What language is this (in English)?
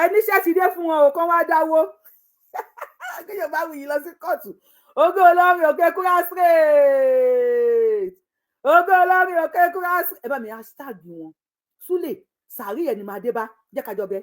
Yoruba